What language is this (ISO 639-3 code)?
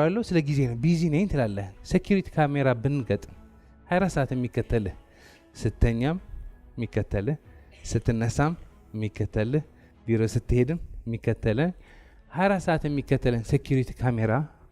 amh